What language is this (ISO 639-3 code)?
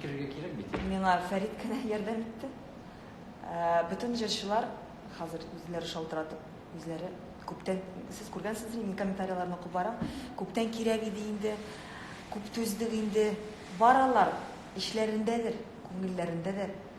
tat